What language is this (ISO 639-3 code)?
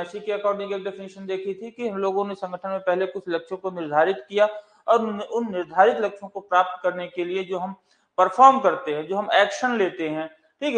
hin